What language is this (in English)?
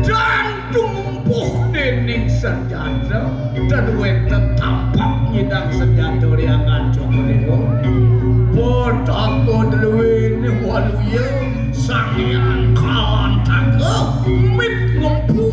Balinese